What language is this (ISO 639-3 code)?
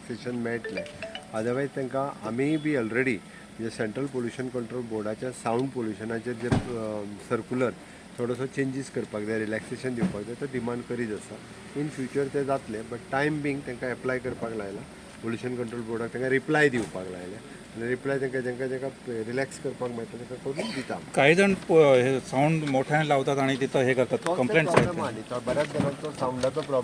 kok